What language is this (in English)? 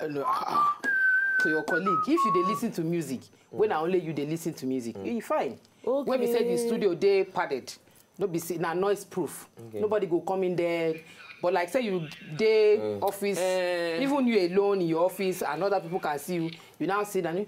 Nigerian Pidgin